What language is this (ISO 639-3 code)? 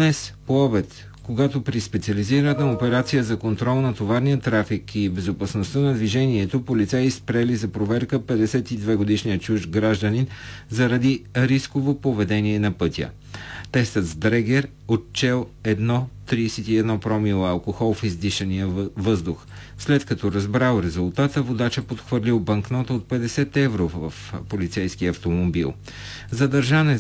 bul